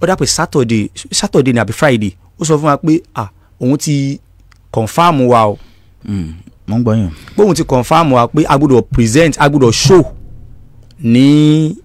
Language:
Yoruba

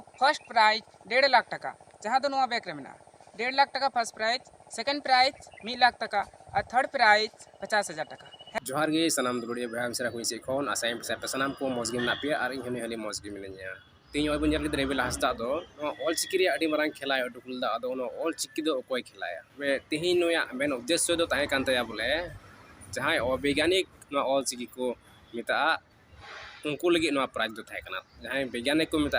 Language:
Santali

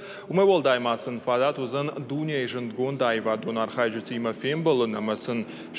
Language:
Ossetic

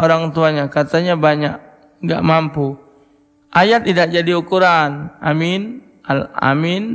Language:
Musi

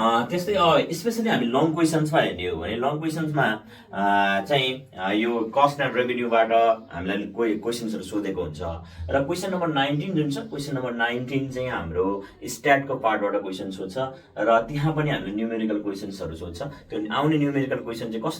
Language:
Nepali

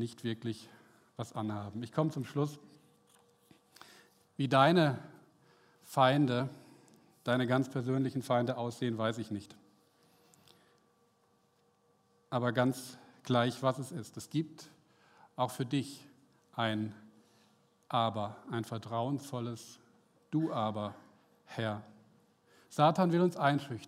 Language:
German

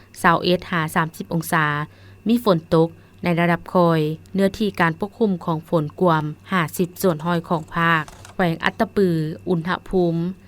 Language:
Lao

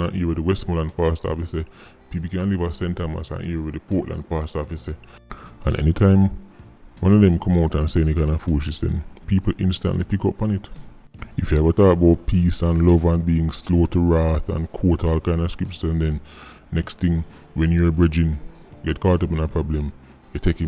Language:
Jamaican Creole English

